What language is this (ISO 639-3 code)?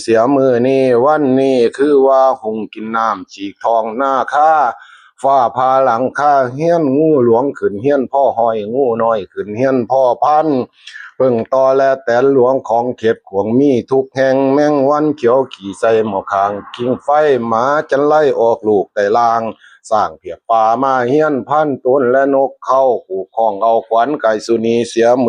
lao